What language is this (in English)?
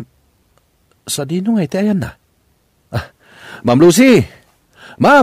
Iloko